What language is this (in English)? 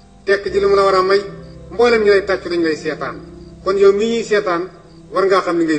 Wolof